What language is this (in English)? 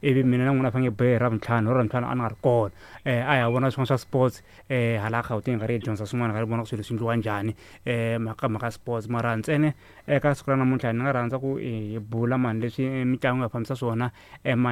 Tsonga